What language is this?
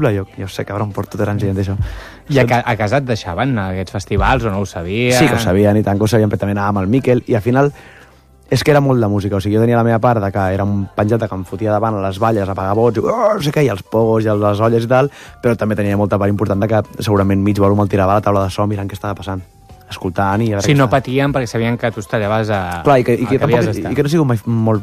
Catalan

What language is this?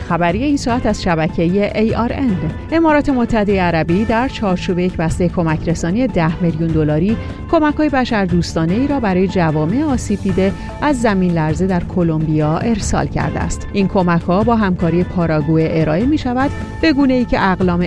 Persian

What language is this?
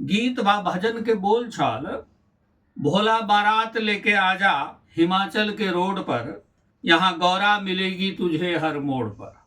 Maithili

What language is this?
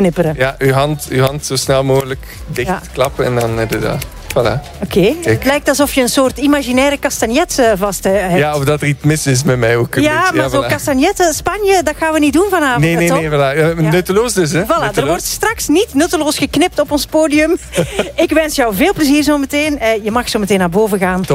Dutch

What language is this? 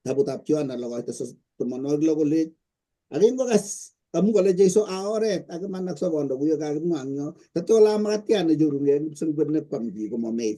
Kalenjin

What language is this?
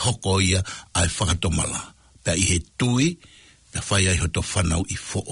Tongan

